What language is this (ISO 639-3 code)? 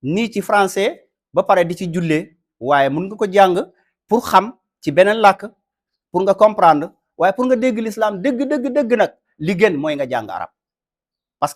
wol